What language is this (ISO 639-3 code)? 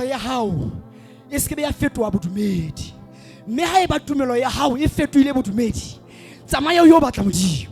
sot